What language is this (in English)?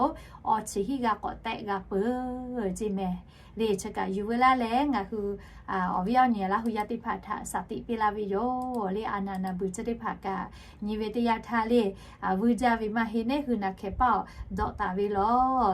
Lahu